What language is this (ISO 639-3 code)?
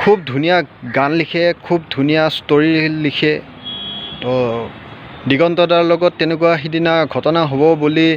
asm